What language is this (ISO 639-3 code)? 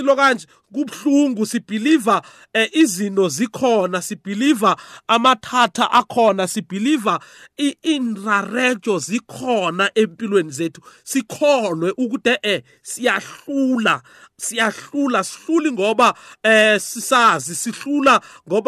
nbl